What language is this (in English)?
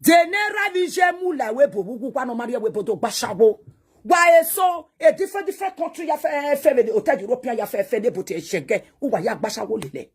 Nigerian Pidgin